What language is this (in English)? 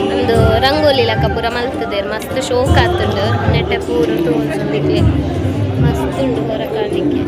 Tulu